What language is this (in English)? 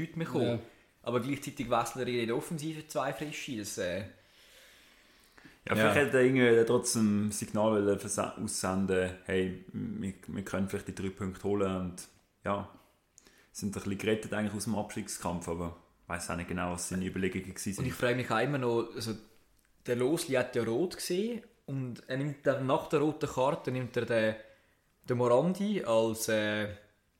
German